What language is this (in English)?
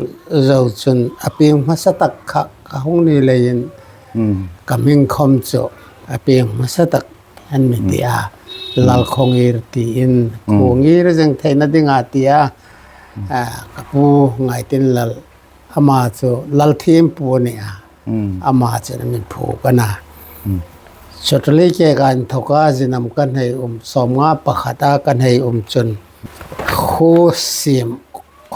Hmar